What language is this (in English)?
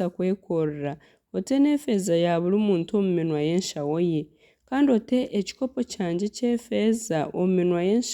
Nyankole